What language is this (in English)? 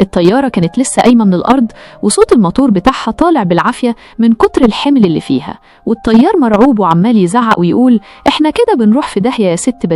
Egyptian Arabic